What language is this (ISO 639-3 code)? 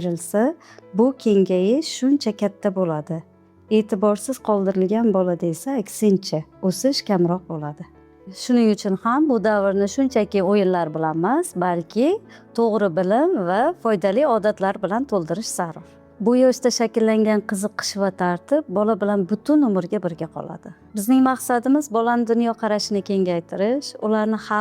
uzb